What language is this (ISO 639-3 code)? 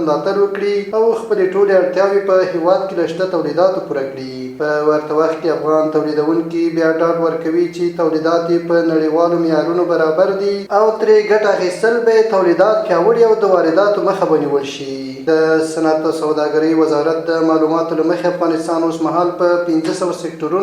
pus